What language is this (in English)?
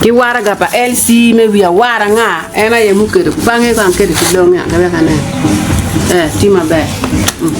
Acoli